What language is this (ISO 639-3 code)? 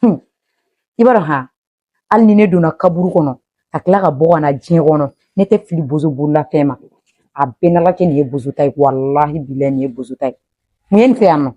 bam